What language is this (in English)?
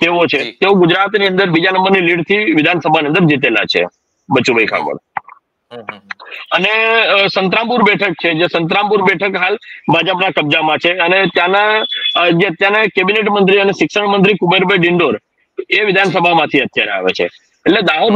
Gujarati